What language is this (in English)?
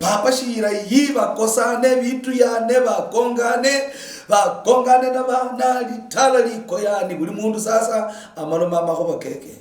Luyia